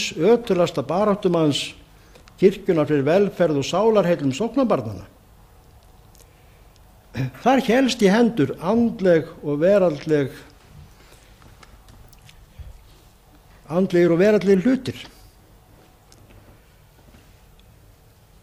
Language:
Icelandic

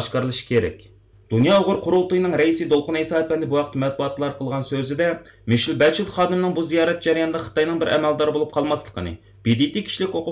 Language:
Uyghur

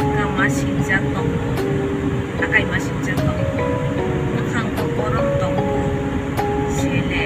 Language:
Kok Borok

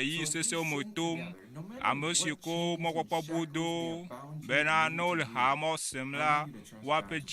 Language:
Ewe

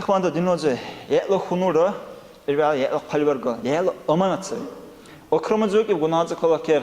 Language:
Dargwa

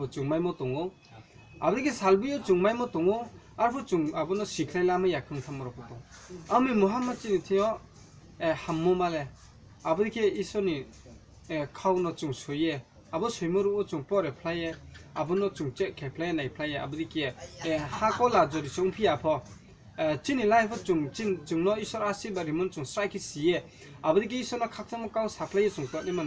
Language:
Riang (India)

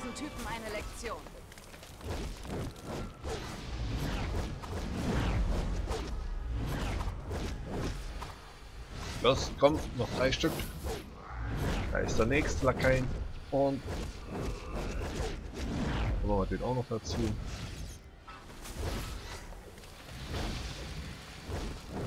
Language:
German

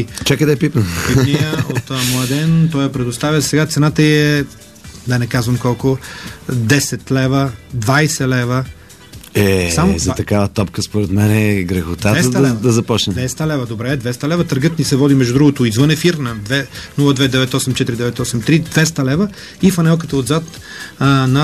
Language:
Bulgarian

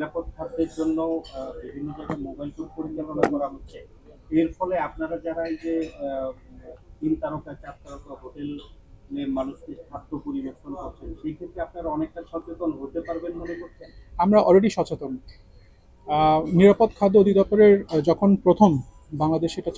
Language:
Bangla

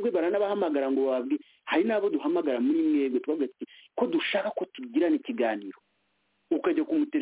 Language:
Kinyarwanda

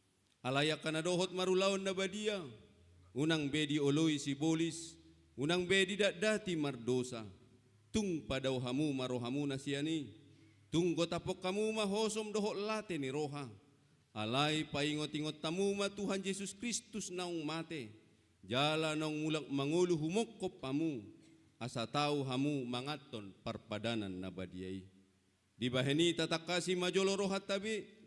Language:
Batak Toba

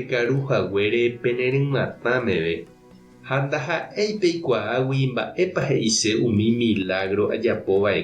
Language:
Guarani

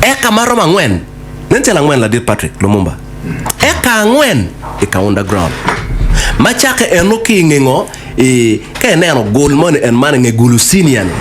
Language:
Acoli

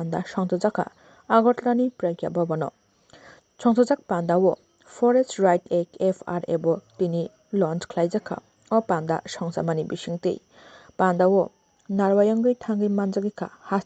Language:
Kok Borok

